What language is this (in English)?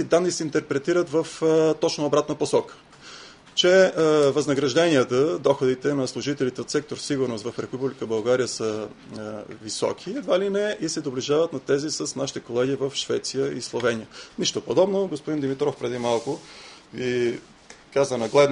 Bulgarian